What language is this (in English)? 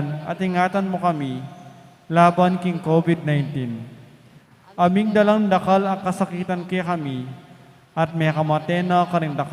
Pampanga